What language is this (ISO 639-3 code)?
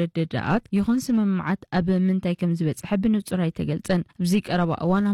tir